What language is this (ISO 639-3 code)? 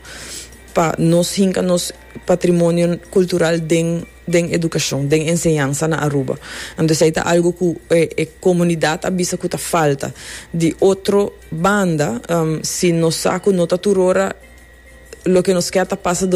pap